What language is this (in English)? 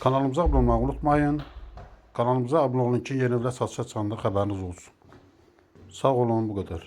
Azerbaijani